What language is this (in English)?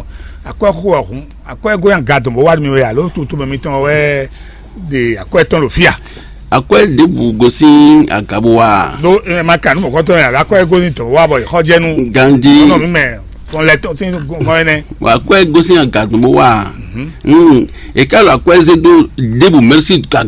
Fon